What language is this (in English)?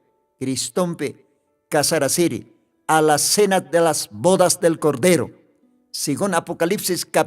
Aymara